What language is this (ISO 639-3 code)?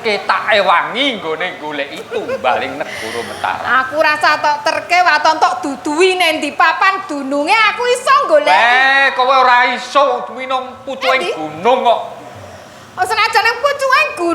jav